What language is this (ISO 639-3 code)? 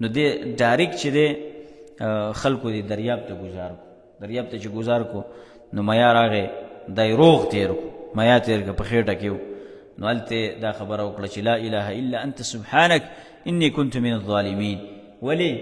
pus